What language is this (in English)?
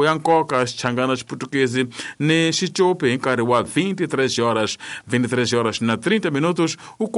Tsonga